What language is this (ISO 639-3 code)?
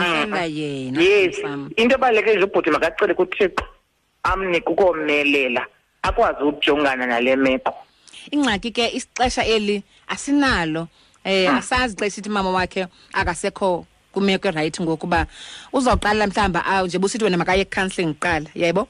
xho